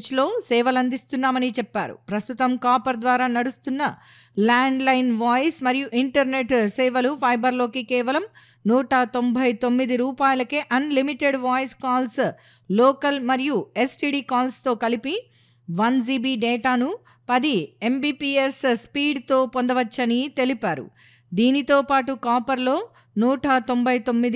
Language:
Telugu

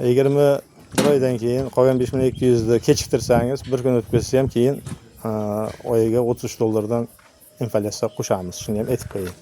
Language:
Uzbek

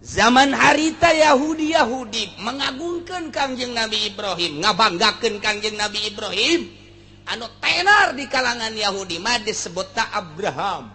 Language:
Sundanese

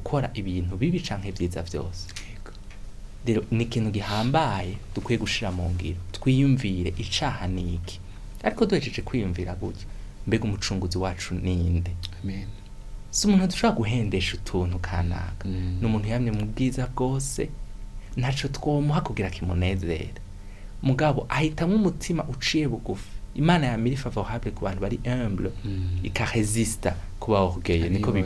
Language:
Rundi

